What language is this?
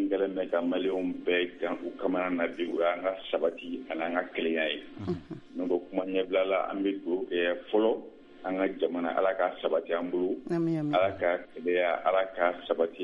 Bambara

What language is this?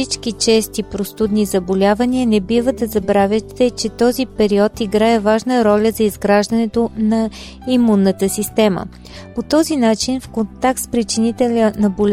Bulgarian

